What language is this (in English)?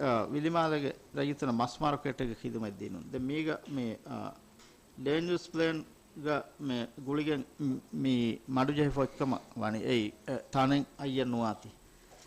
Divehi